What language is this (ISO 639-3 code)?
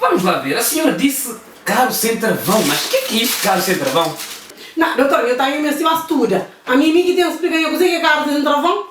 kea